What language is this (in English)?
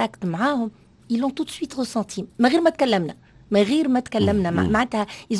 Tunisian Arabic